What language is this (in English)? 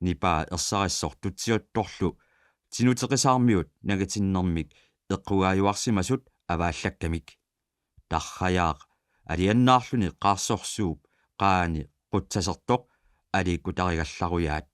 Kalaallisut